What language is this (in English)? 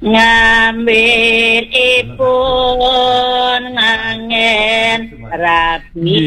Balinese